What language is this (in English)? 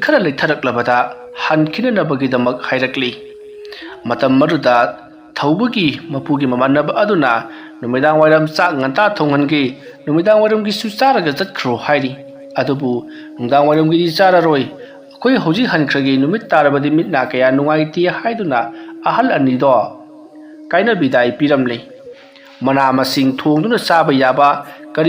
Manipuri